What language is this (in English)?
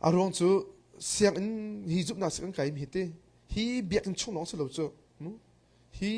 Hakha Chin